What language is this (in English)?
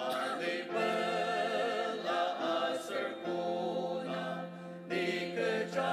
Ao Naga